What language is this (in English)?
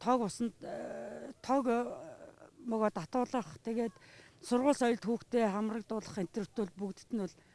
Mongolian